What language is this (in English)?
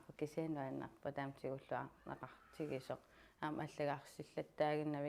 Kalaallisut